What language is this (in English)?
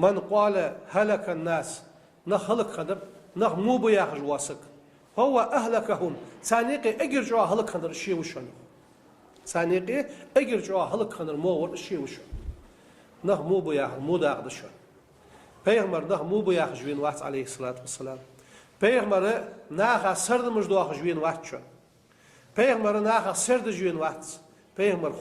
Ingush